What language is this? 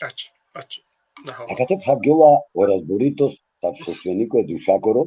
Balkan Romani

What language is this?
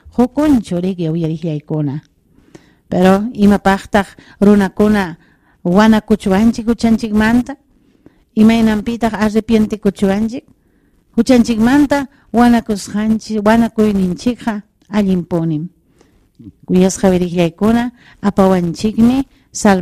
Ayacucho Quechua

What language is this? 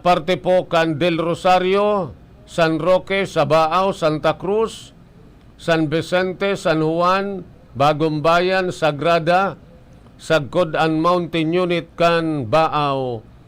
Bikol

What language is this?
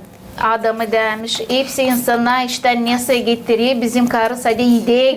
Gagauz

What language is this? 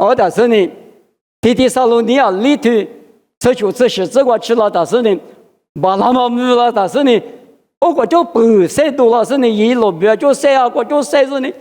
Lisu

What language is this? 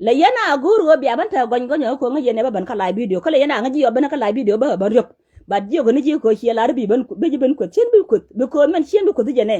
Nuer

